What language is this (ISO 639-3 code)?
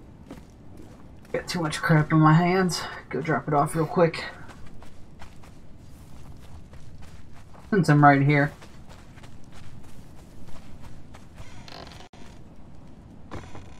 eng